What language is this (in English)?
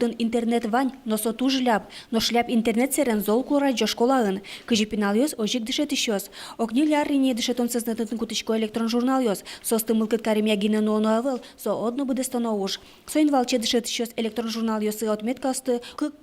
Udmurt